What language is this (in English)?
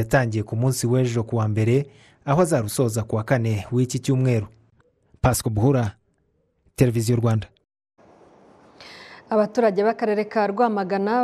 Kinyarwanda